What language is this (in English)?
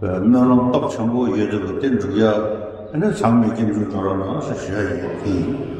Tibetan